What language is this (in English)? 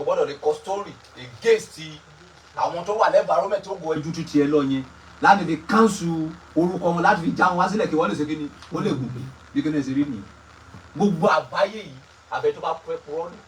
Yoruba